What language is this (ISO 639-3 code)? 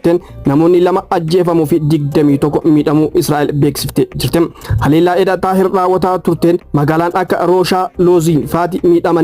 orm